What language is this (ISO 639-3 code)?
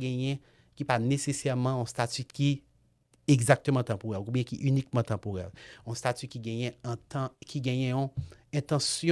hat